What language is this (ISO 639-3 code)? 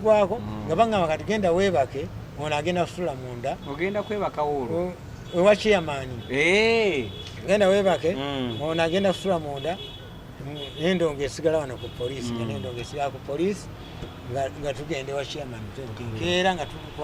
lug